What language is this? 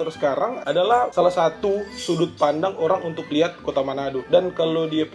Manado Malay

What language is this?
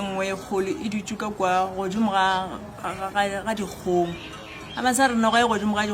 Northern Sotho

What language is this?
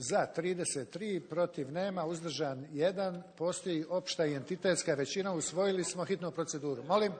Bosnian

